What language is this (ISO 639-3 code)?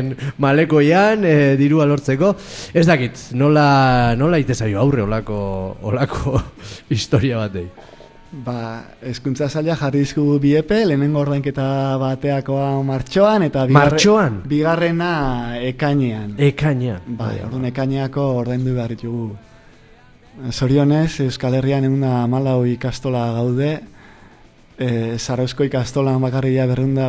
eus